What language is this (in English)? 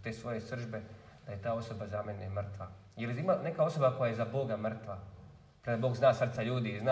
Croatian